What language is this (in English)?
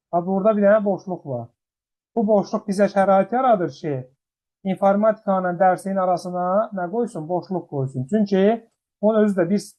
Azerbaijani